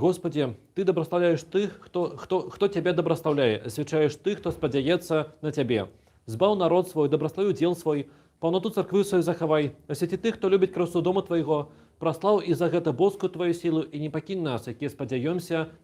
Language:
Belarusian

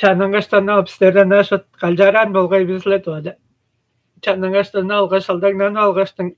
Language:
Tuvinian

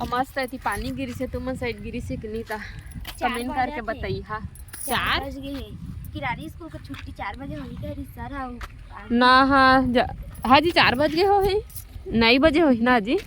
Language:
Chhattisgarhi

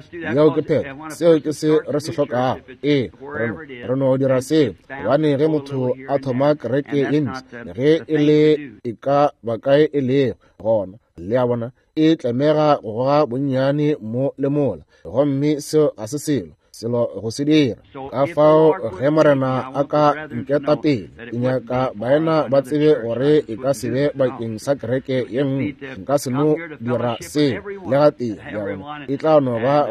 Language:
Northern Sotho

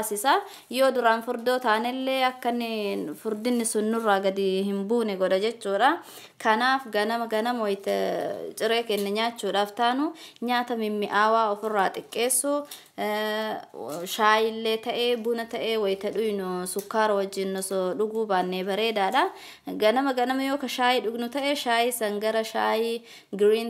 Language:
Oromo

